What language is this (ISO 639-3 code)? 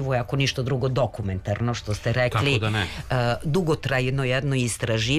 srp